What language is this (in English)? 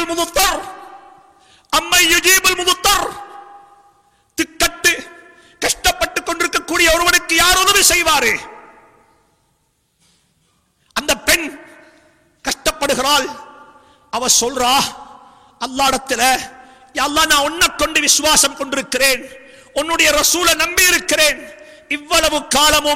Tamil